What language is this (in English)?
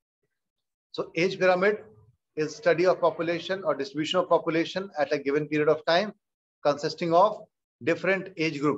Hindi